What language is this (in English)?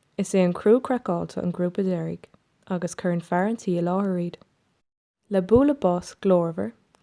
Irish